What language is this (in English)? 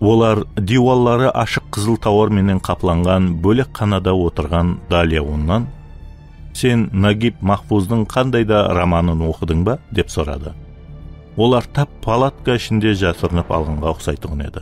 Kara-Kalpak